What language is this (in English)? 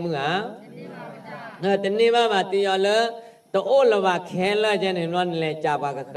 S'gaw Karen